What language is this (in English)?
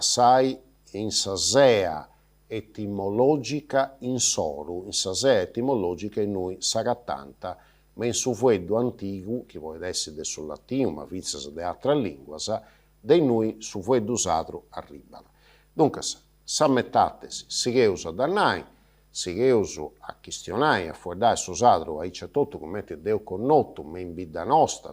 Sardinian